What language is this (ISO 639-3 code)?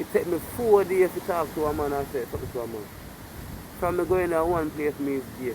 jam